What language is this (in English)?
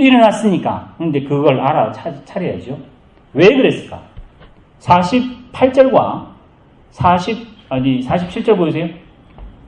Korean